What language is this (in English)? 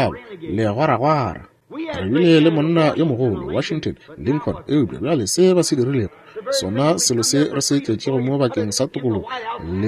Northern Sotho